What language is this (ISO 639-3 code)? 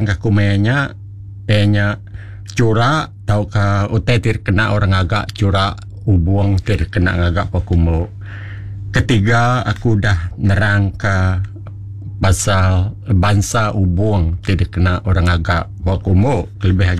iba